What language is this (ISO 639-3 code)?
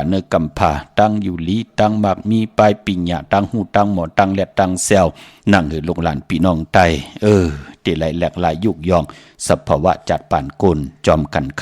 shn